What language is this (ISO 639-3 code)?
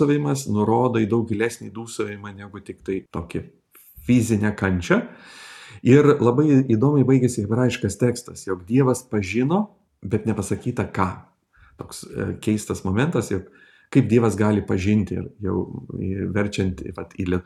lit